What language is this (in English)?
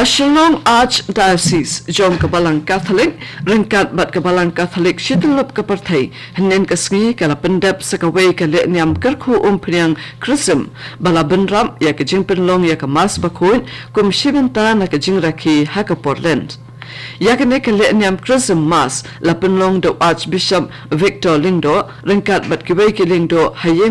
Khasi